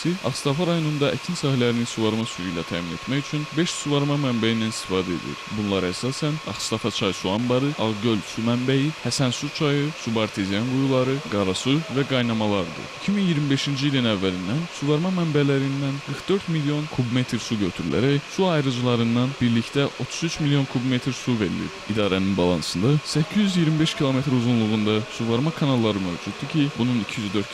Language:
Azerbaijani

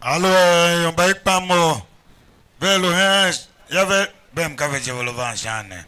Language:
Tiv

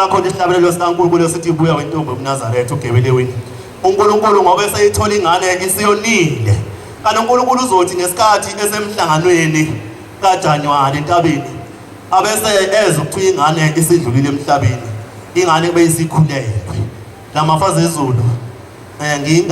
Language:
Zulu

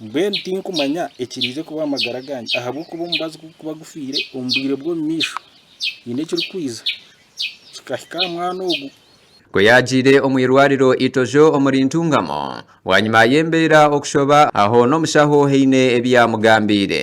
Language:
Nyankole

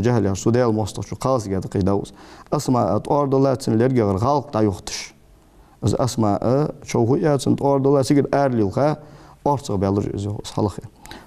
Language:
Ingush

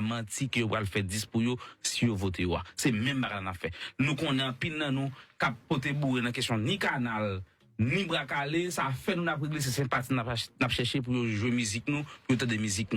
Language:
Haitian Creole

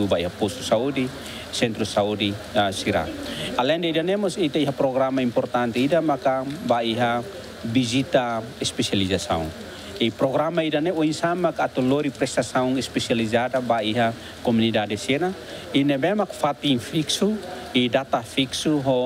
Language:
Tetum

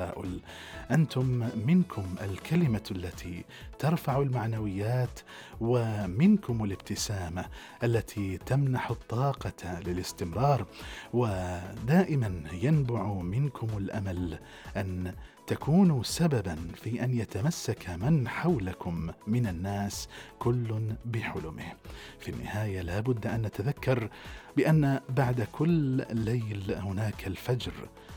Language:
Arabic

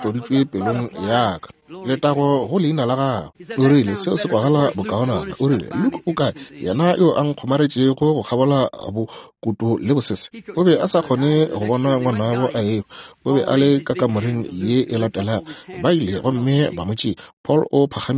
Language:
Northern Sotho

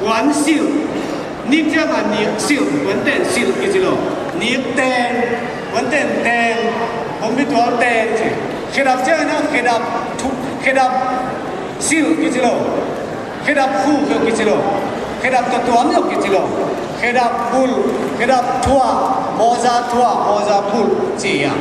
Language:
Tedim Chin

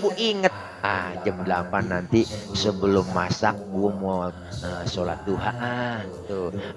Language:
Betawi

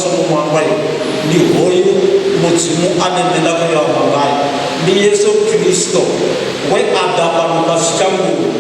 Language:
Venda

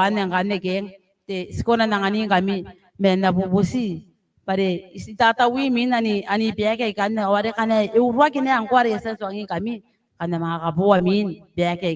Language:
Gilbertese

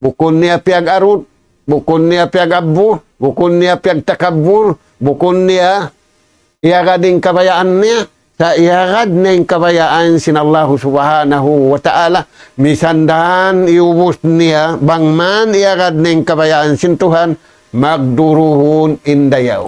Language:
Tausug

